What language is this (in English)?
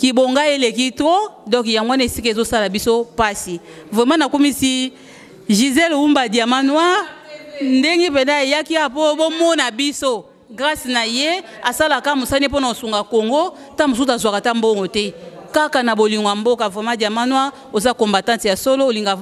Lingala